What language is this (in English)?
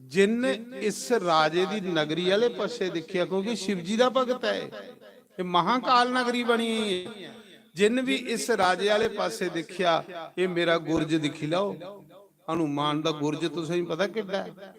Dogri